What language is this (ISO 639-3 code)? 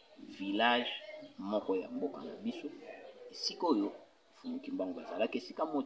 lin